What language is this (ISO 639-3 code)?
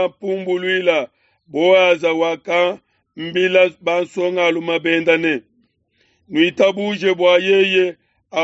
lua